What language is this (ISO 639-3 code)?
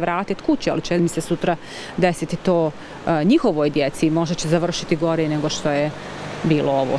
bos